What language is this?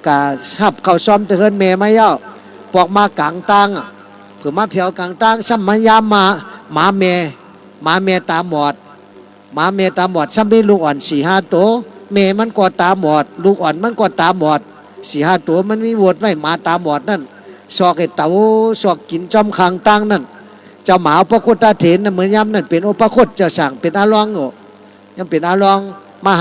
Shan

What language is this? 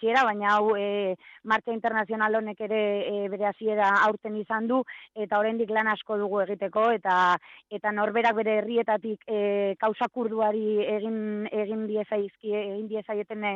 Basque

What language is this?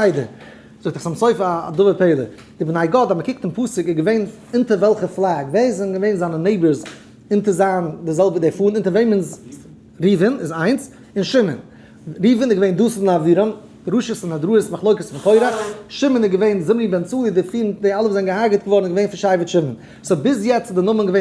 Yiddish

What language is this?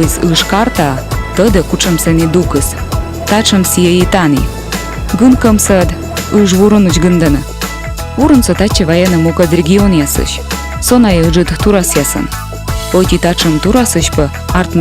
Komi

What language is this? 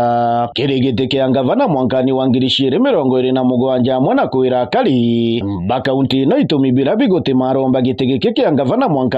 Meru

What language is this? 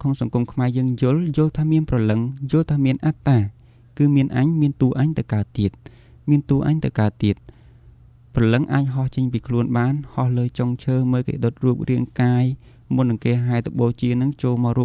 Khmer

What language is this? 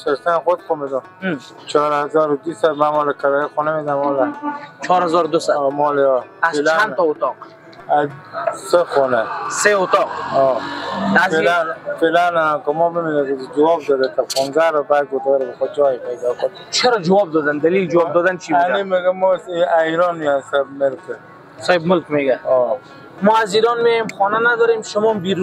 Persian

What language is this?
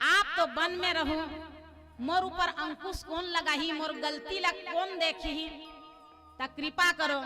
Chhattisgarhi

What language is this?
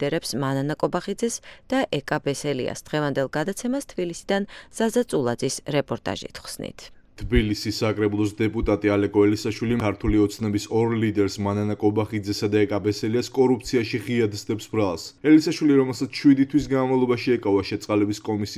Georgian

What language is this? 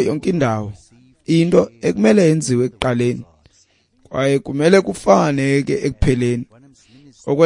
Xhosa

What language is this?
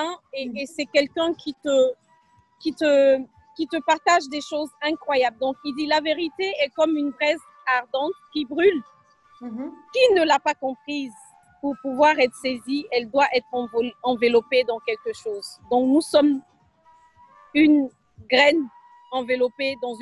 French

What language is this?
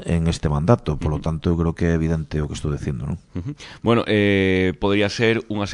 Galician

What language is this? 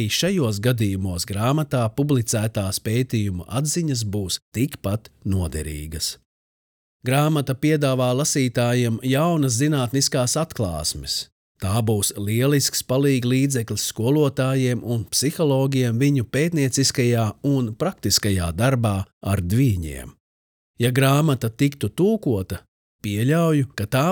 Latvian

